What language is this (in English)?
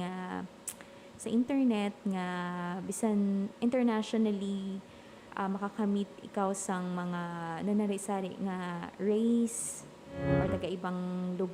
Hiligaynon